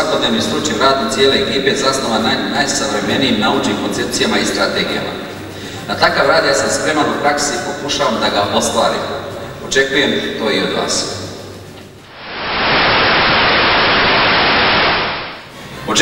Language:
Serbian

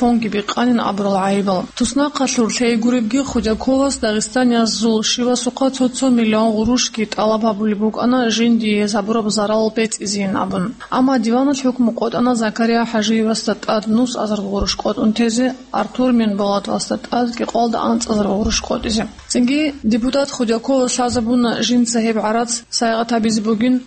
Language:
Avaric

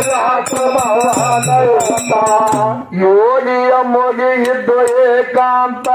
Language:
Kannada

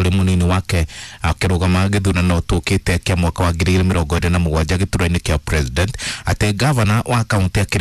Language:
Kikuyu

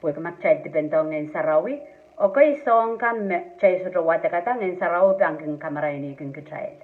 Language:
Pohnpeian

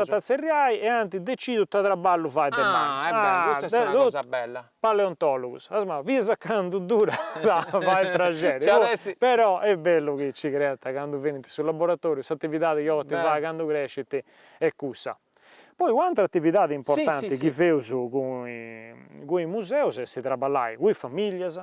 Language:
Sardinian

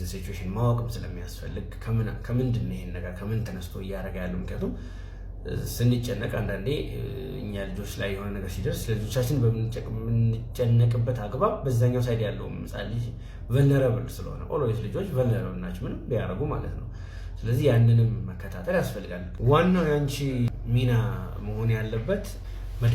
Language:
Amharic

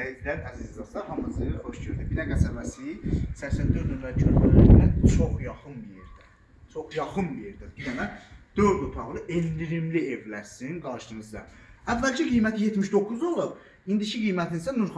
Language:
Azerbaijani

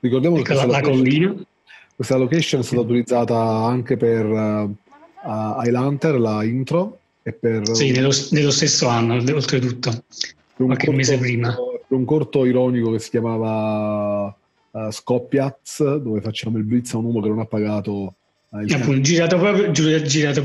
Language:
Italian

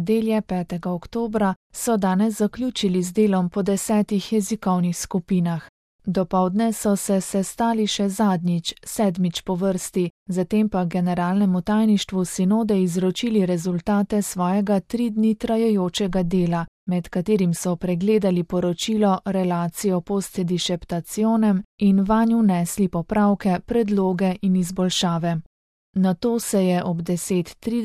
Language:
Slovenian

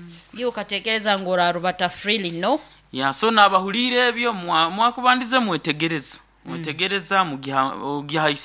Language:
Nyankole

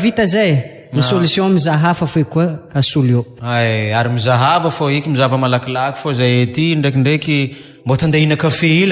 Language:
Malagasy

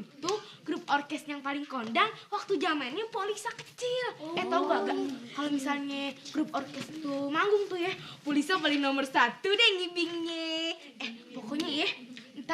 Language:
Betawi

